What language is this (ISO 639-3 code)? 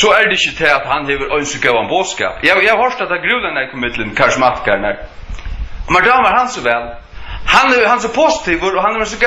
fao